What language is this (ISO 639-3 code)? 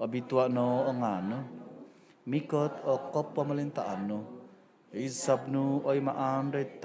dtp